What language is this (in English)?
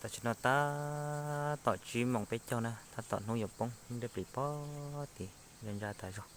Hmong